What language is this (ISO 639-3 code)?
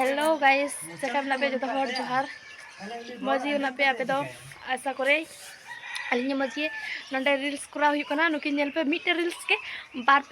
sat